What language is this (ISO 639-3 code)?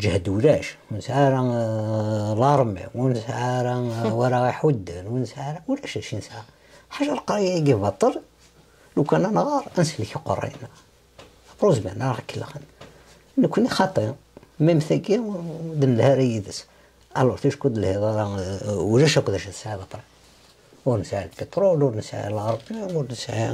kab